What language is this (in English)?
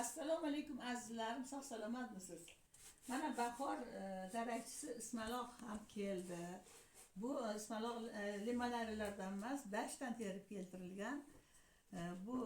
Uzbek